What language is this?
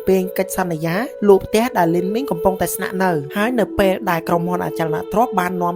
Khmer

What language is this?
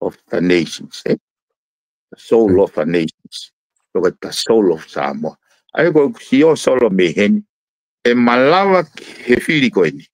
Tongan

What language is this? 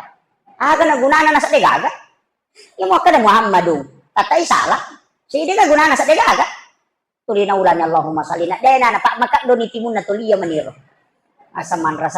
Buginese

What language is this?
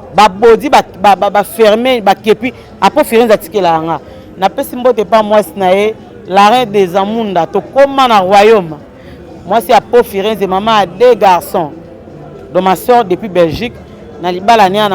Lingala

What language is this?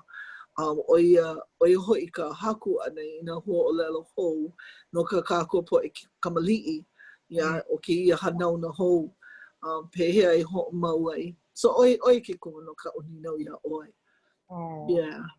Hawaiian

